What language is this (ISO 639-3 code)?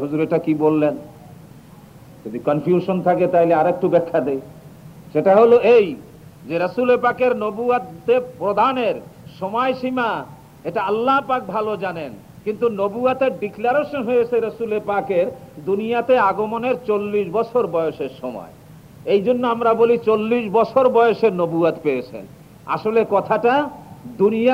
ben